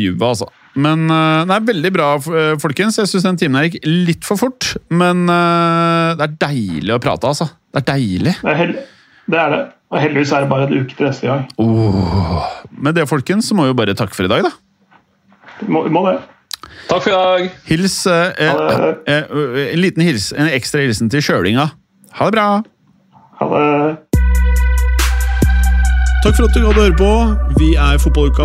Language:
Norwegian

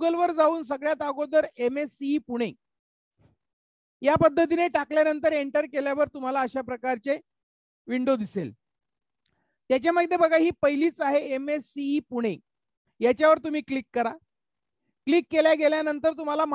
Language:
Marathi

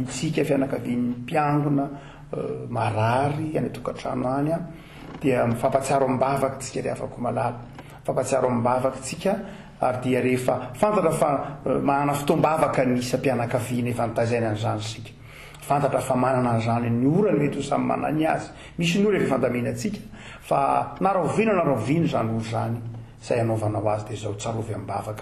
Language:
Malagasy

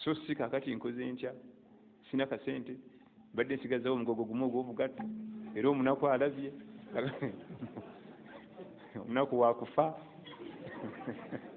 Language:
Ganda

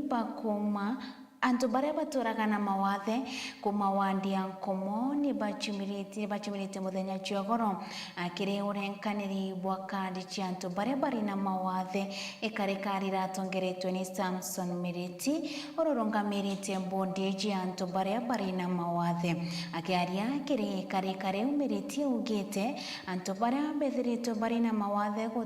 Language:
Meru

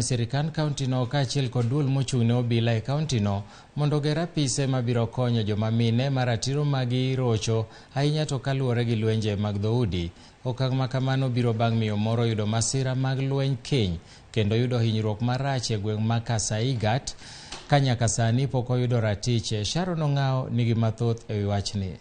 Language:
Luo (Kenya and Tanzania)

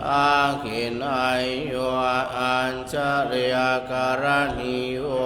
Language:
Pali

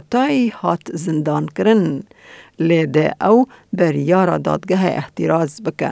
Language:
Kurdish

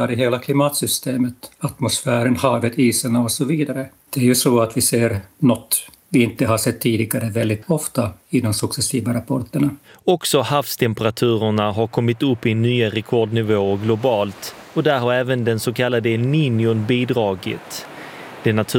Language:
Swedish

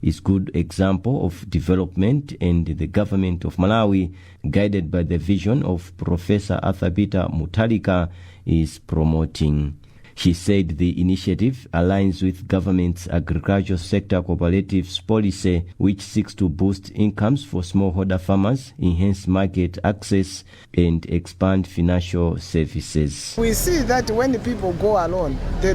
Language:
English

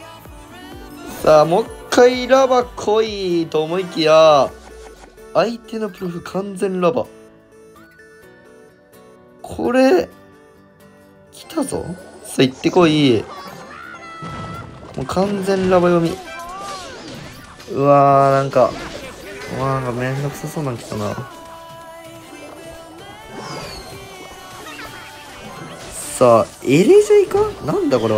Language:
Japanese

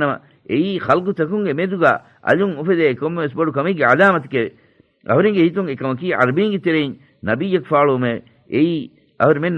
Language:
Divehi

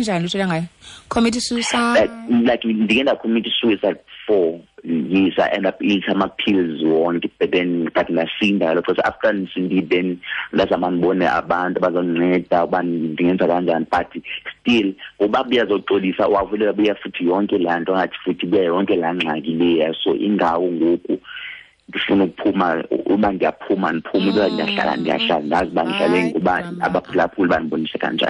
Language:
Xhosa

